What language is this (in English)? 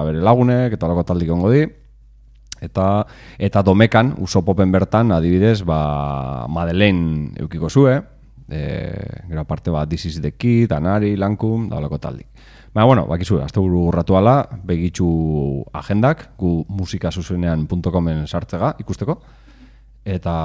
Basque